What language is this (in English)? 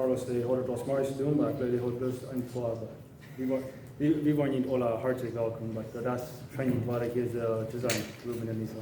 Plautdietsch